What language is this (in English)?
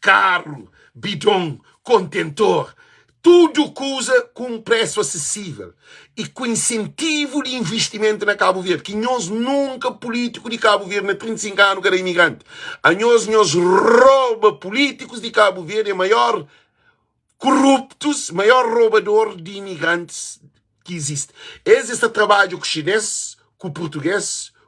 Kabuverdianu